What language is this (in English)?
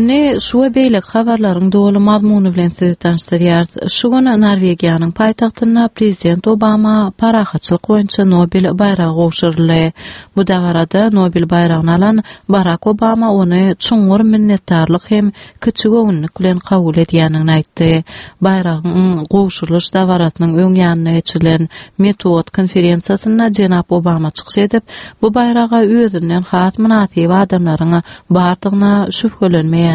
Turkmen